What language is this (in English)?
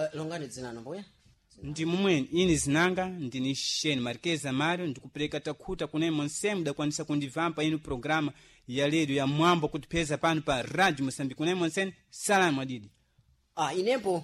Sena